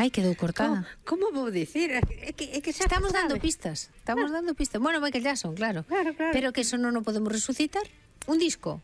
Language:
Galician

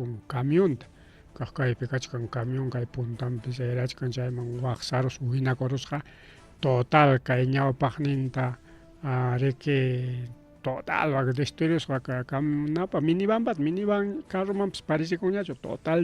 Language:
Ayacucho Quechua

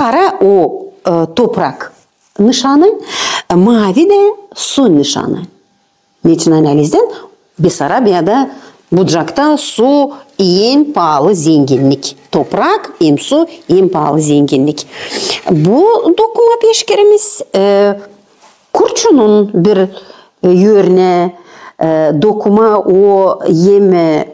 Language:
Gagauz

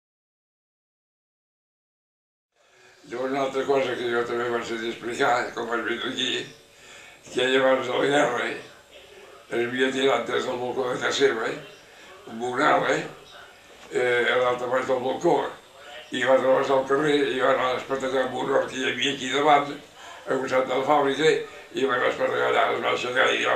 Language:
Catalan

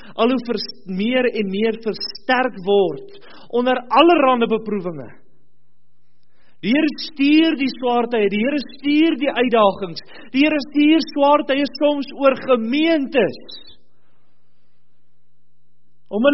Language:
Afrikaans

